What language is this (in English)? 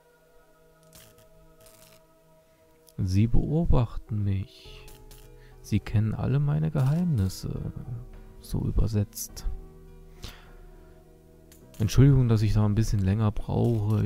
German